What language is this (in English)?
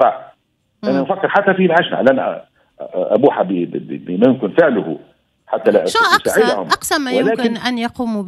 Tunisian Arabic